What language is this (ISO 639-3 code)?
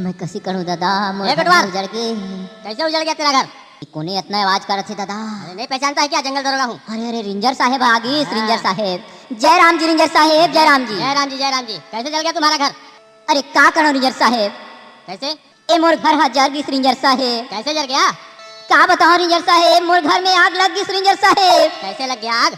hne